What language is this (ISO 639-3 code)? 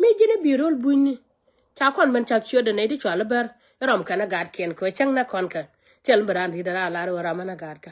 nus